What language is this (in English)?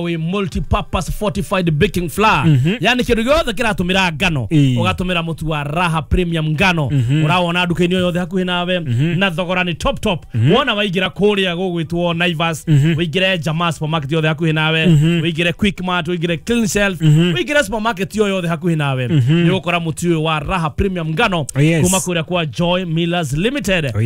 Kikuyu